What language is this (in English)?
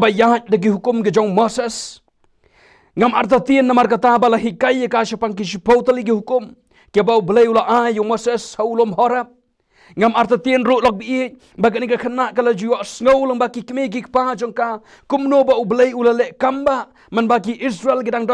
Khasi